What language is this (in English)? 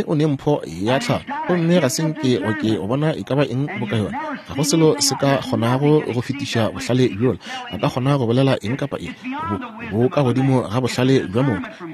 Northern Sotho